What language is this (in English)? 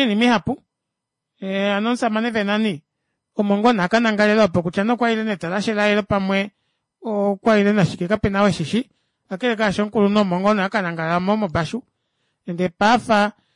Kuanyama